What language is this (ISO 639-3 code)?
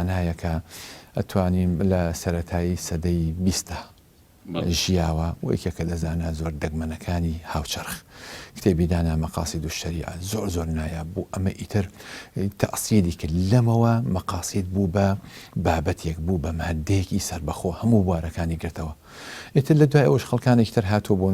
ckb